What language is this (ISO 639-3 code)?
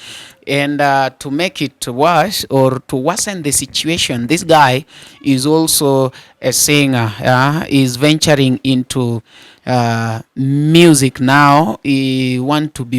luo